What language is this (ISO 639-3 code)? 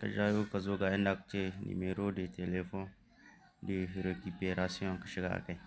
hau